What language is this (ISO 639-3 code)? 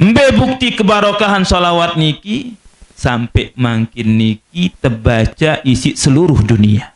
sas